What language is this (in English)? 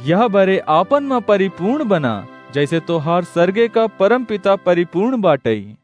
Awadhi